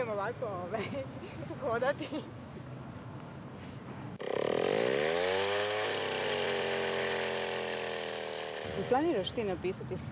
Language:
Croatian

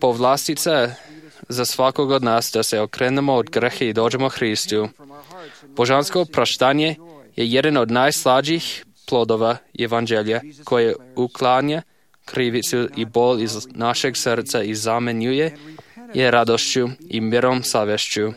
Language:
Serbian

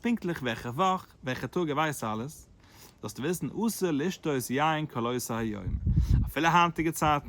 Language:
Yiddish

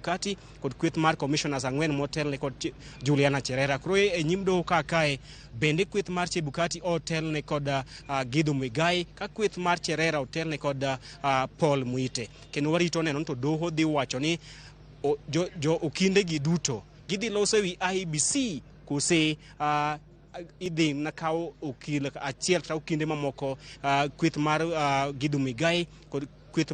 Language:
Luo (Kenya and Tanzania)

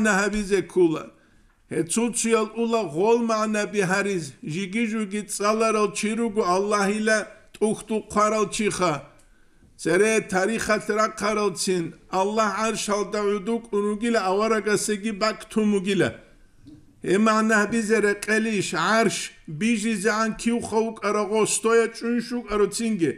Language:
Avaric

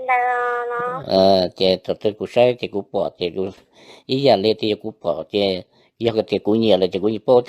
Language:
Hmong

